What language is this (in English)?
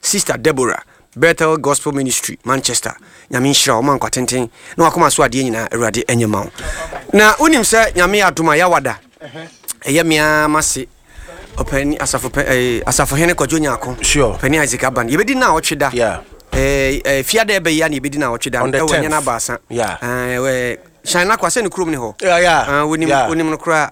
Akan